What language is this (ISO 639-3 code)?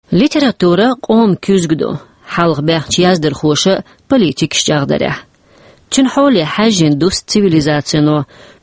che